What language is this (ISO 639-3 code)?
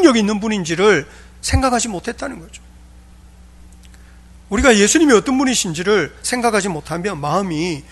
kor